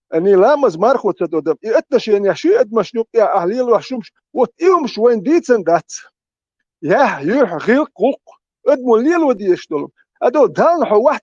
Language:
Chechen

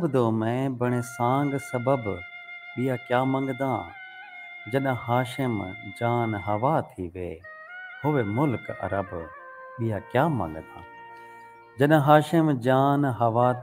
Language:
Saraiki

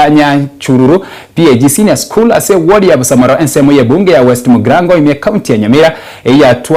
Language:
Gusii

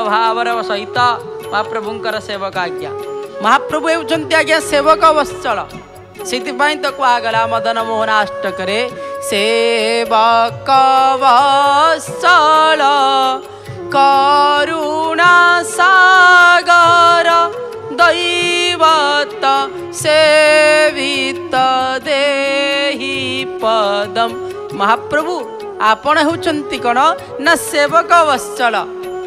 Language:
Odia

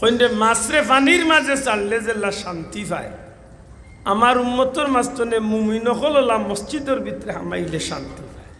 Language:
Sylheti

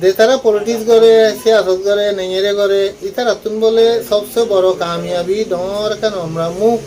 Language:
Rohingya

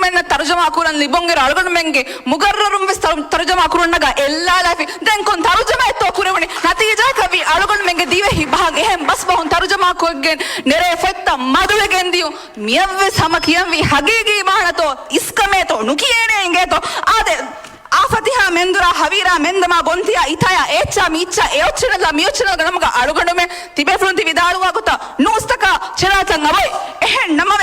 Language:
Divehi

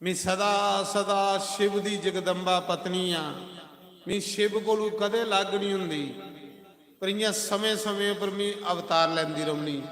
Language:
Dogri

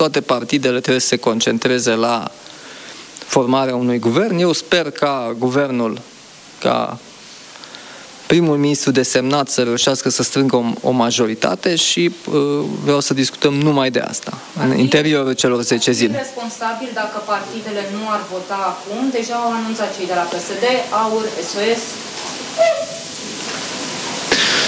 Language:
Romanian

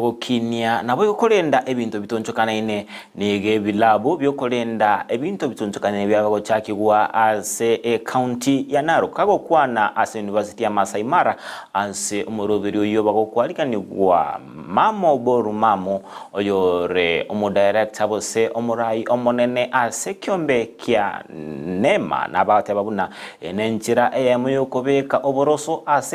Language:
Gusii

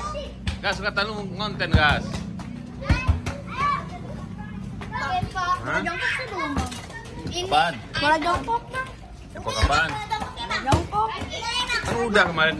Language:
Indonesian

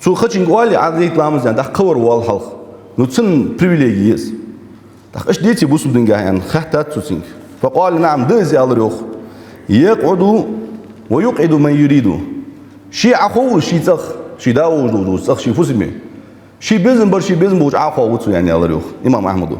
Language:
Ingush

